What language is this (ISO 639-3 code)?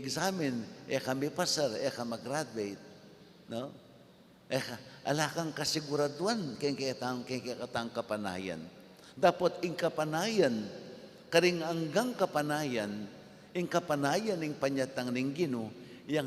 pam